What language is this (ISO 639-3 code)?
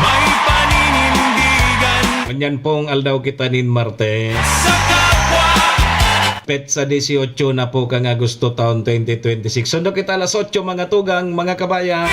bik